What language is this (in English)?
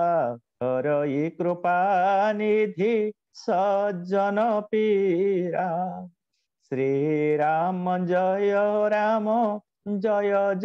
Odia